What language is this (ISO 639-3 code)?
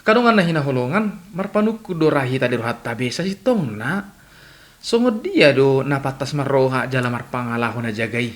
bbc